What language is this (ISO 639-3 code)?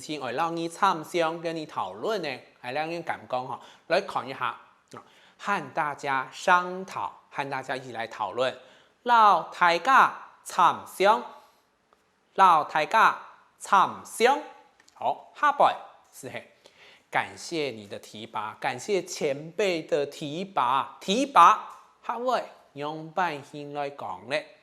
hak